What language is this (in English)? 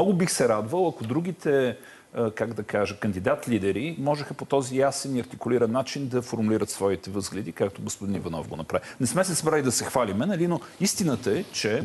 Bulgarian